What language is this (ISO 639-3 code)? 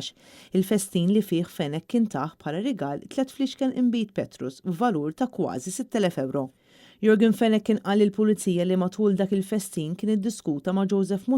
mlt